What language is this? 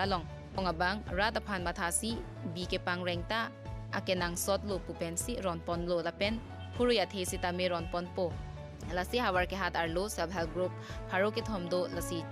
Karbi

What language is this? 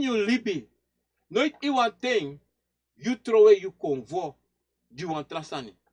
Sranan Tongo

